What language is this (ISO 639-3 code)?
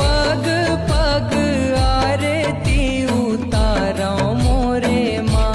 hne